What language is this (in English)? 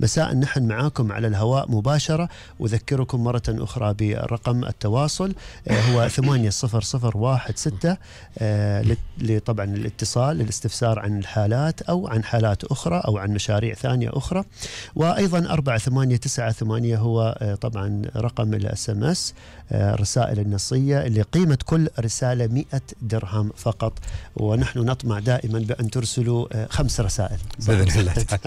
Gulf Arabic